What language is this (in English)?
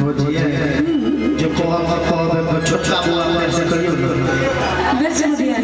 Maithili